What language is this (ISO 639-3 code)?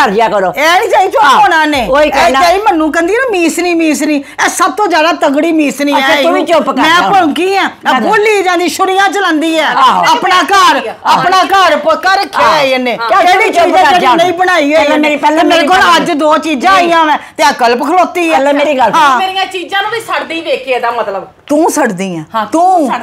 pan